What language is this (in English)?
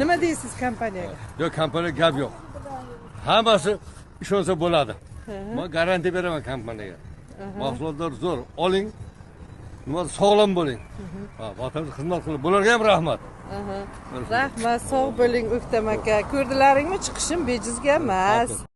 Uzbek